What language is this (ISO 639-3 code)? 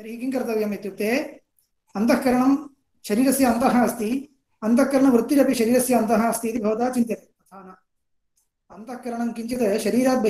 san